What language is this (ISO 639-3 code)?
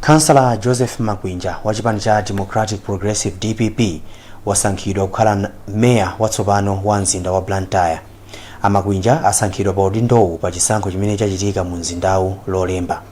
nya